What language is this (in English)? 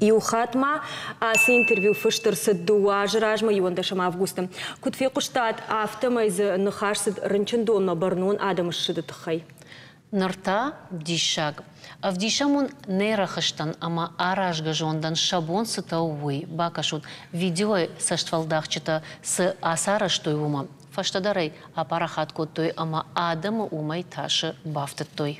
Ossetic